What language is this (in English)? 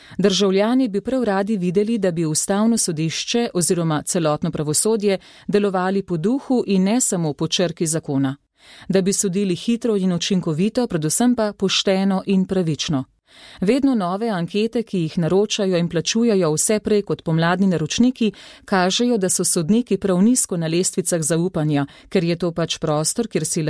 Slovenian